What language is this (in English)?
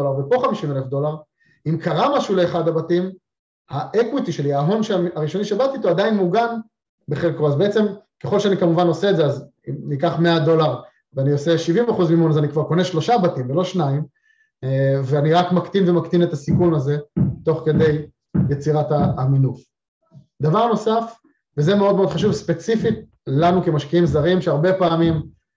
Hebrew